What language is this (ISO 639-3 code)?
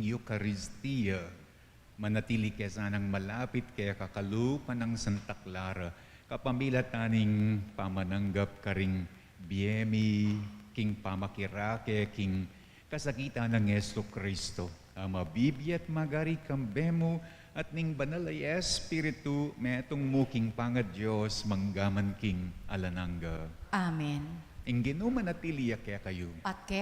pam